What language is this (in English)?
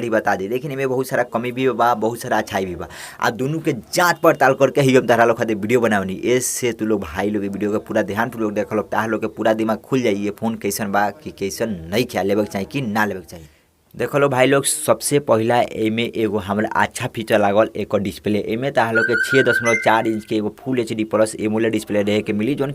Bhojpuri